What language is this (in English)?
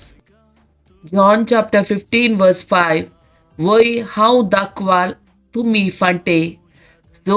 Konkani